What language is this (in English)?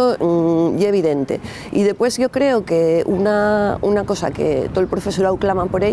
Asturian